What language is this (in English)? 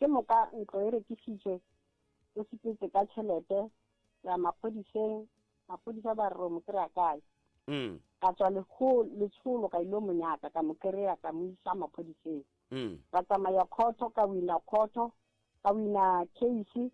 Northern Sotho